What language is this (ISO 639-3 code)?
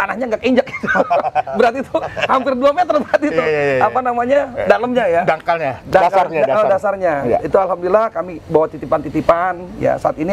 ind